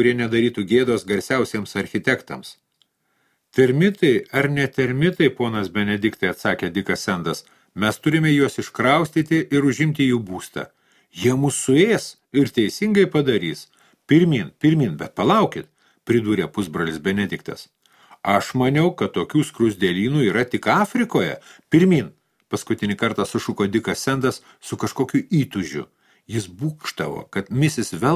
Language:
Lithuanian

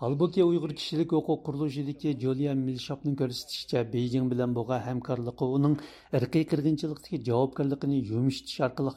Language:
Uyghur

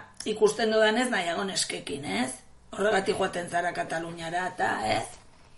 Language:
Basque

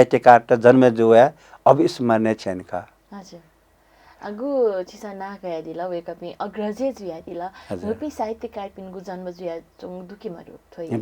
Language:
Newari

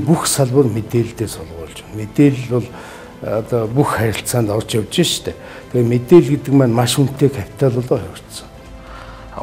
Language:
Mongolian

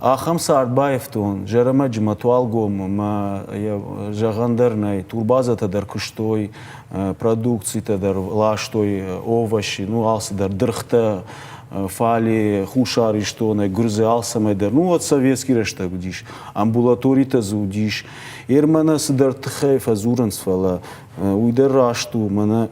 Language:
Ossetic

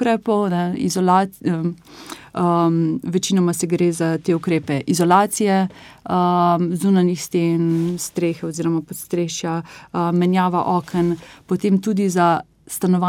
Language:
Slovenian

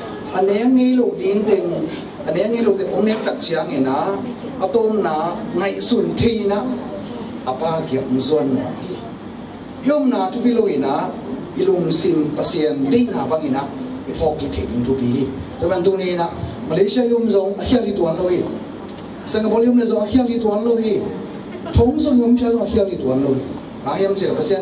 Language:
Tedim Chin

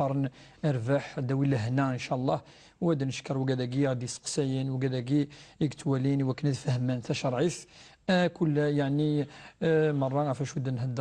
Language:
Kabyle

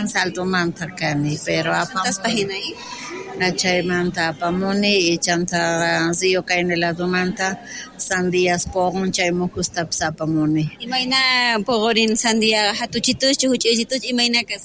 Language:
South Bolivian Quechua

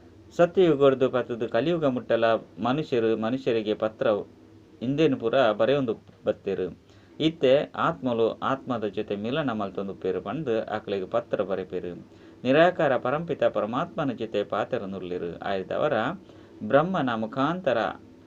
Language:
Tulu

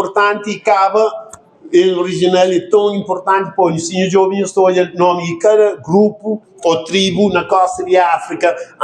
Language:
Kabuverdianu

